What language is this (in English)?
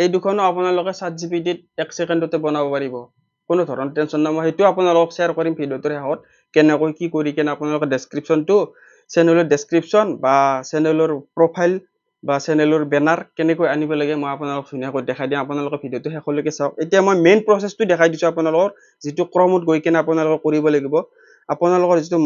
Assamese